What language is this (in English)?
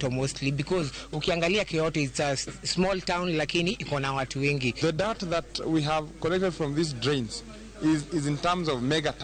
Luo (Kenya and Tanzania)